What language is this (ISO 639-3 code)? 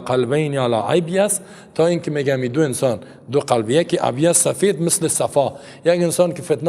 fas